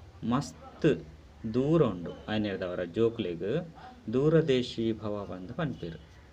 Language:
Tulu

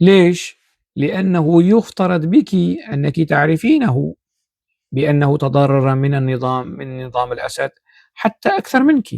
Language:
North Levantine Arabic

